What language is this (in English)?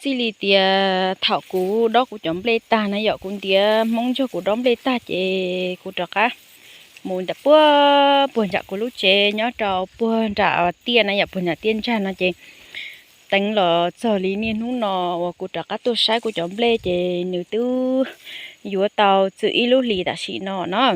Hmong